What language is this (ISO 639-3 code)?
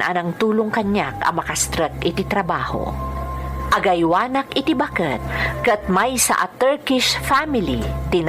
ilo